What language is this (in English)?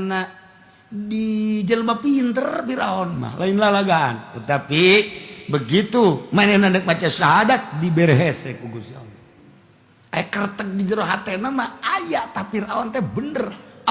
Sundanese